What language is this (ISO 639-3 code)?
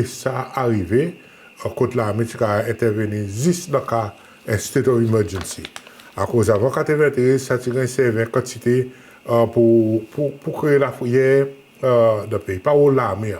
crs